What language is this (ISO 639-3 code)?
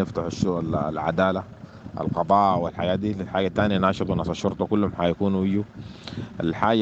apd